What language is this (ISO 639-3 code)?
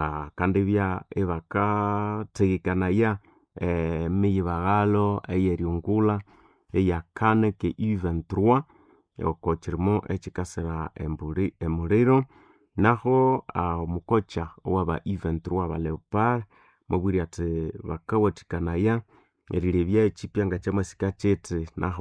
nnb